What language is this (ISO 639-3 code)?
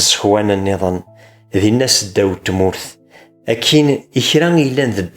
kab